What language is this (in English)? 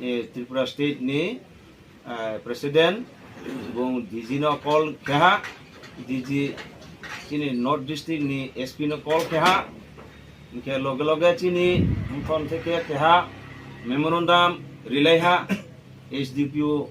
Riang (India)